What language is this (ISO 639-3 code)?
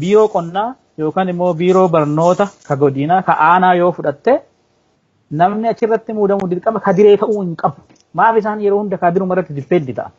orm